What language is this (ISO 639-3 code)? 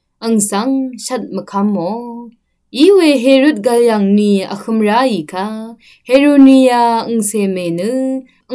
raw